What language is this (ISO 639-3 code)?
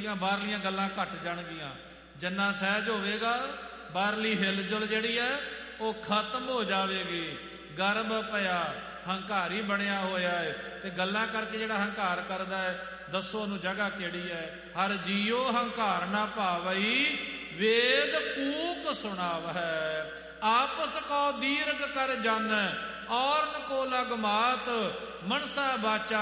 pan